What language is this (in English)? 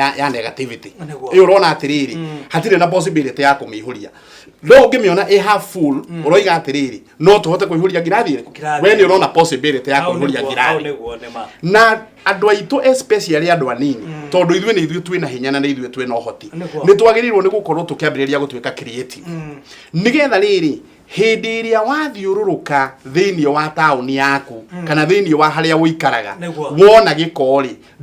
Kikuyu